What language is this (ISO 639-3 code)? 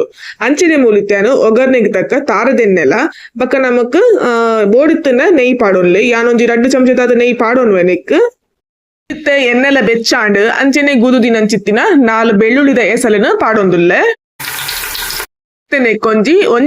tcy